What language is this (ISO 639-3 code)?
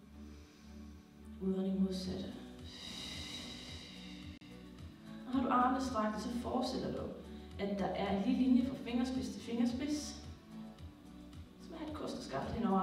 dan